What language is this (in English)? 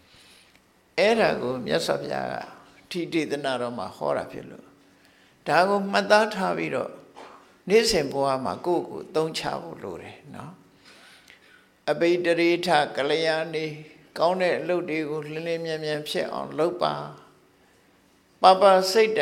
Burmese